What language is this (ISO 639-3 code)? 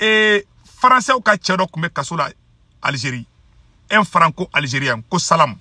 bam